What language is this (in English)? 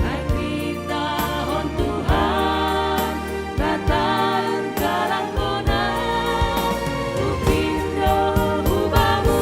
Batak Simalungun